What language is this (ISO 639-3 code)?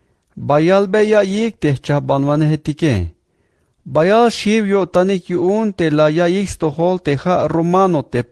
tzh